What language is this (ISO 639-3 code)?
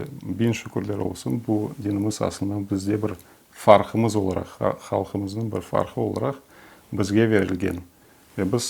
crh